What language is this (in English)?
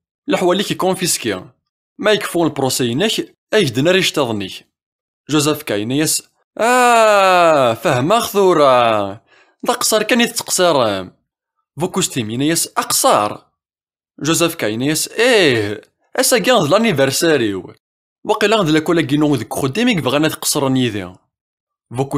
Kabyle